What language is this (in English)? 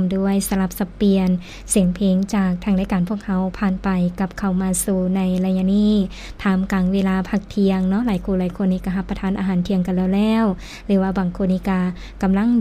Lao